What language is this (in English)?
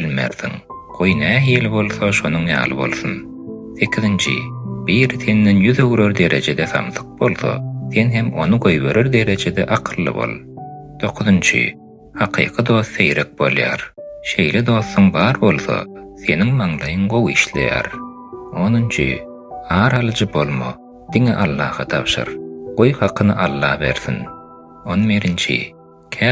Turkmen